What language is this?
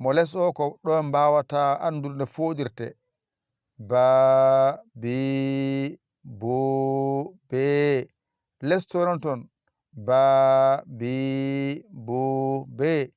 Fula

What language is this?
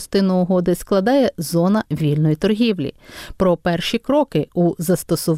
Ukrainian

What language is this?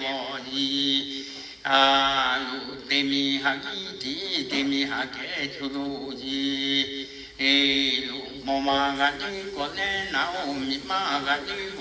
Lahu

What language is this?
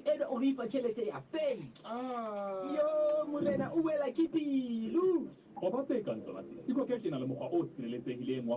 Southern Sotho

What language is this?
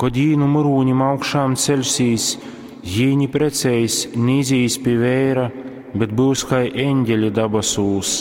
Latgalian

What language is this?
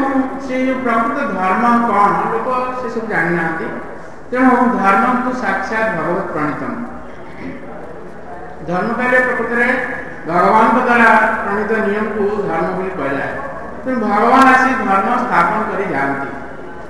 Odia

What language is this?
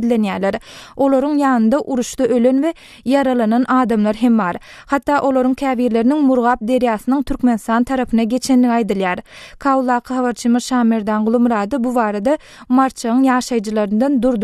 Turkmen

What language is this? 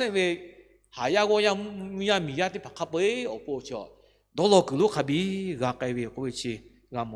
Lahu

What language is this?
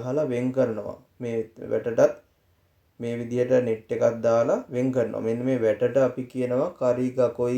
Sinhala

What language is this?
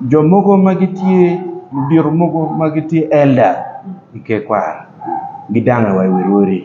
Acoli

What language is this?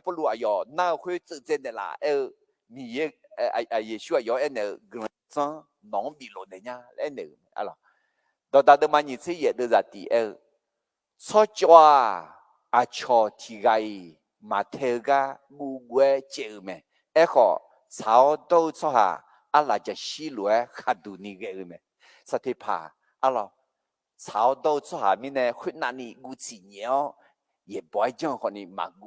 Akha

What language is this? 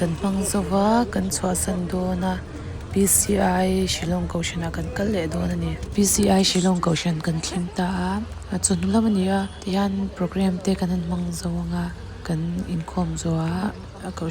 Mizo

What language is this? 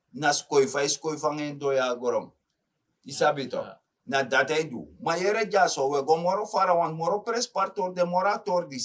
Sranan Tongo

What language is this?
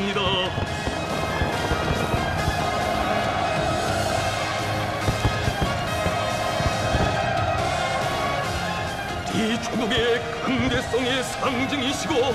Korean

